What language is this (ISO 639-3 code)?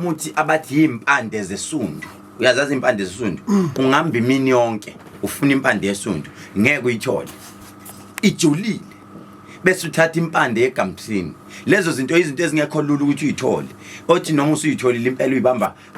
zul